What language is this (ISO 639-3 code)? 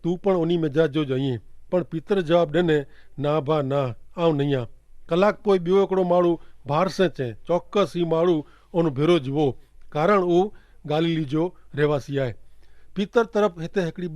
kfr